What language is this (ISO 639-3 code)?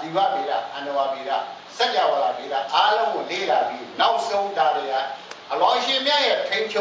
mya